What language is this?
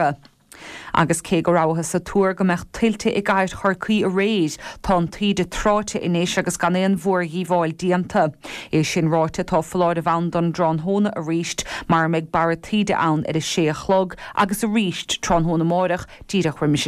Irish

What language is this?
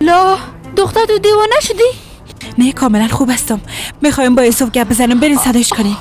Persian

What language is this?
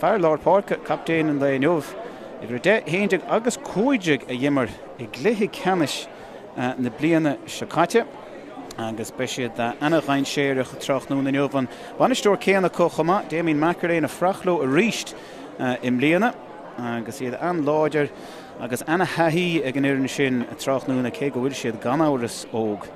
Irish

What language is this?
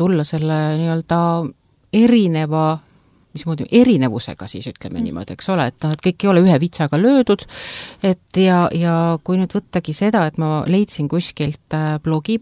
Estonian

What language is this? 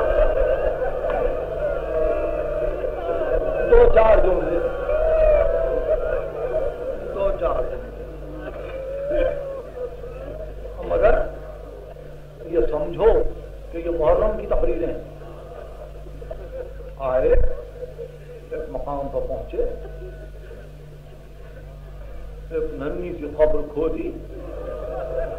Urdu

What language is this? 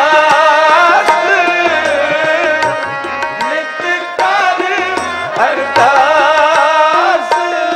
Punjabi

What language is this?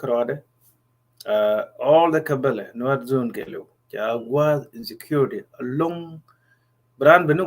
Nuer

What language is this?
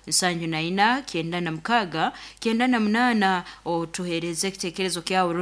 Nyoro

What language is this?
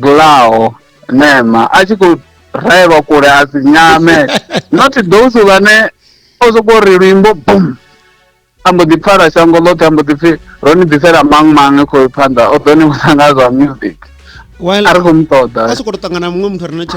Venda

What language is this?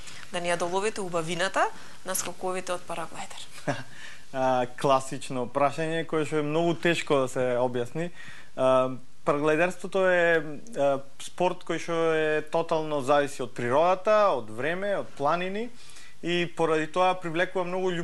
Macedonian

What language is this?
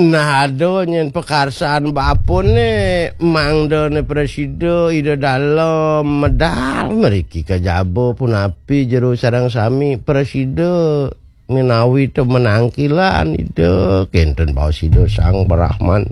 Balinese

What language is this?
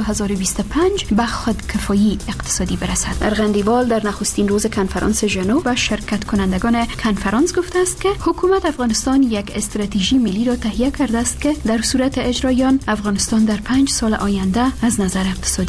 Persian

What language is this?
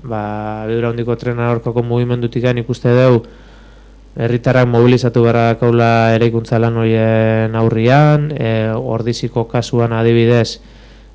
Basque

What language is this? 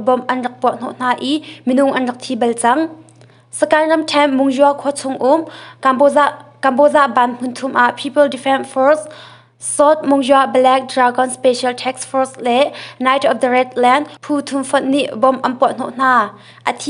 Hakha Chin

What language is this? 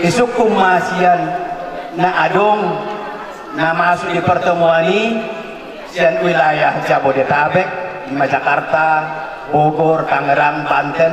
Batak Toba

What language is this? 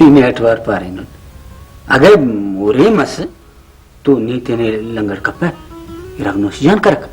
Brahui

